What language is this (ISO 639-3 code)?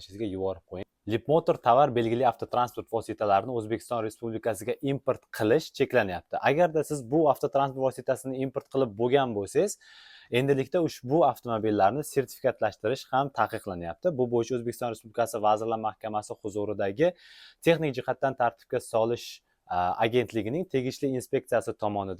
uzb